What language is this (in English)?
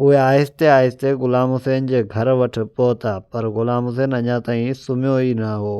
Sindhi